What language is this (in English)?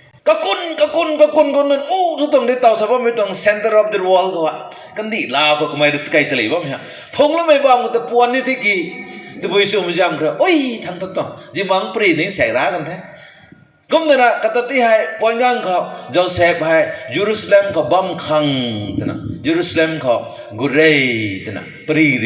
Rongmei Naga